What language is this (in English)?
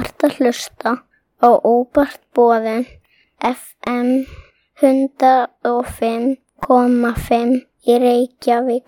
Icelandic